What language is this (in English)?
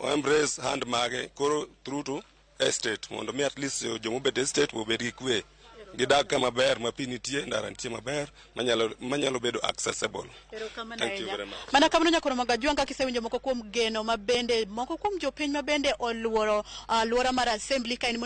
Luo (Kenya and Tanzania)